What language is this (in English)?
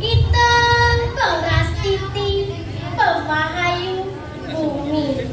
Balinese